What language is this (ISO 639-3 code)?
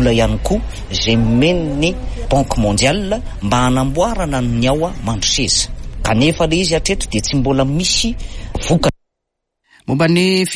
mlg